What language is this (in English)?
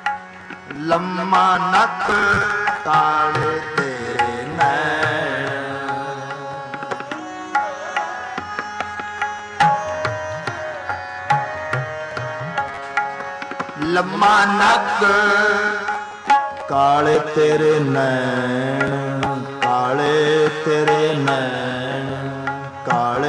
Punjabi